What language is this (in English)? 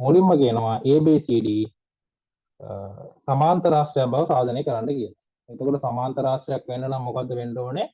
Sinhala